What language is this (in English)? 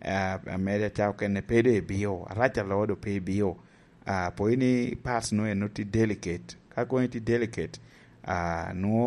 Lango (Uganda)